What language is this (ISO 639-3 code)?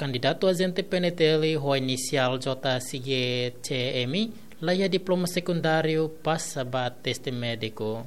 tet